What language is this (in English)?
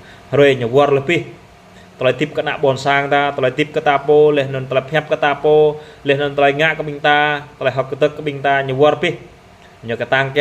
Jarai